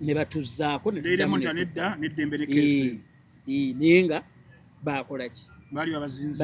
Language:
Ganda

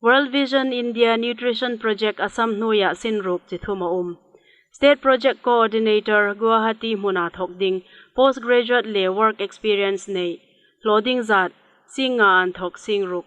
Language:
Hmar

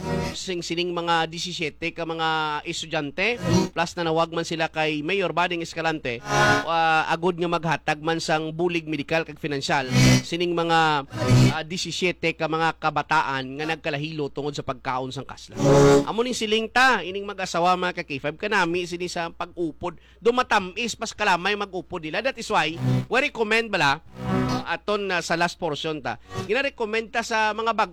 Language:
Hiligaynon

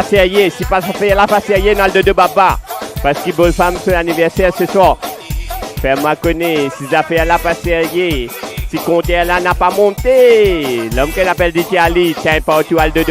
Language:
Morisyen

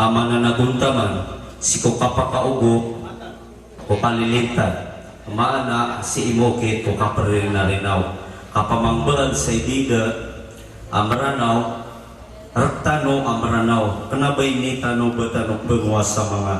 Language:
Maranao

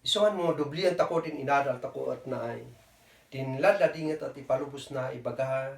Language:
Kankanaey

